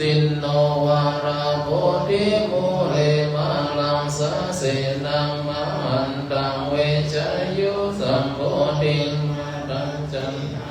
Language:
Pali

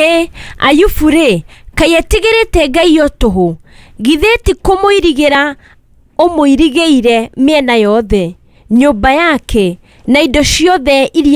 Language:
Kikuyu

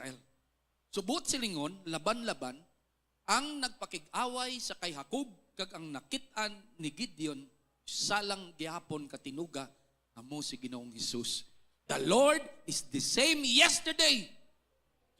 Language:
Hiligaynon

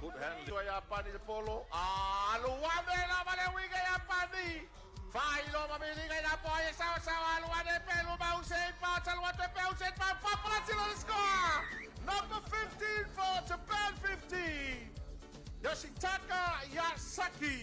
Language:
Samoan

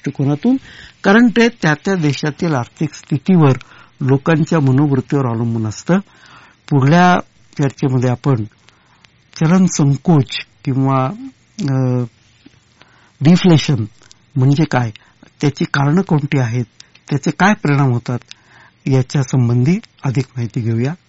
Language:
Marathi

